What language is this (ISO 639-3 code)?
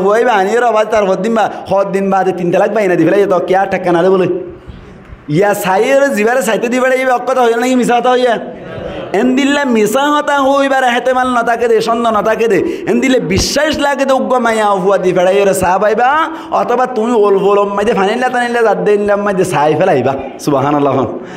rhg